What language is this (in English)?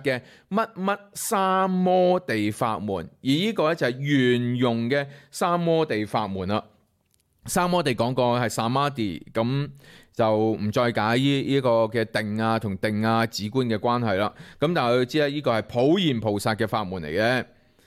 Cantonese